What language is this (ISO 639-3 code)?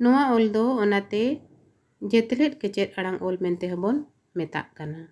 sat